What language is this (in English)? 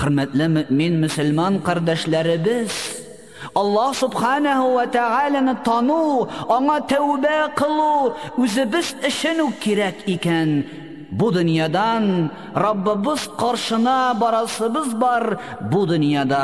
Tatar